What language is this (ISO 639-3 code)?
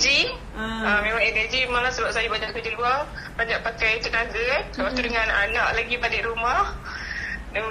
msa